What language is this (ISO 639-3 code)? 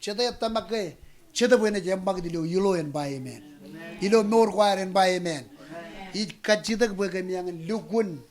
mah